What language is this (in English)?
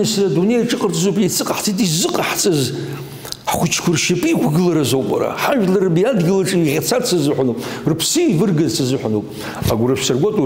Abkhazian